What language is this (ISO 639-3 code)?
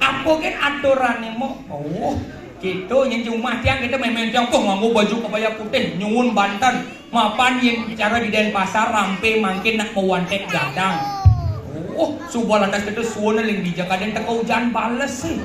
ban